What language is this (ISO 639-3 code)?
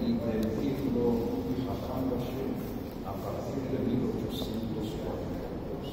lad